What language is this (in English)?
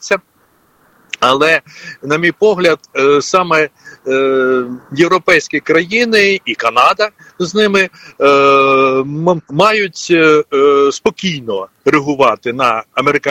Ukrainian